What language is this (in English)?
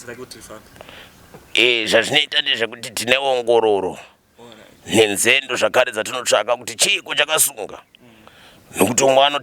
Shona